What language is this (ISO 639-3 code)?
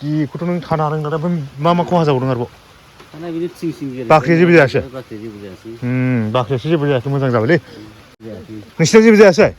brx